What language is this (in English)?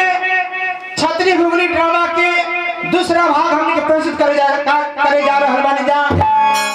Bhojpuri